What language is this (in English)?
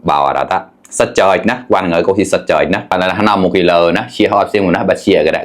Mon